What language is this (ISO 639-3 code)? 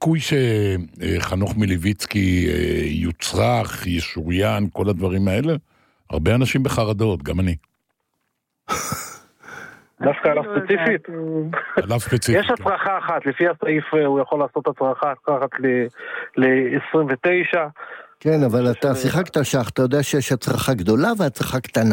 heb